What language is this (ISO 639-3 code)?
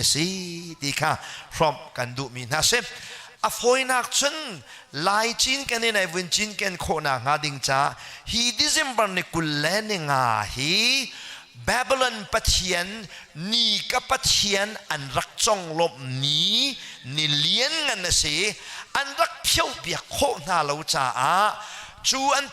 cnh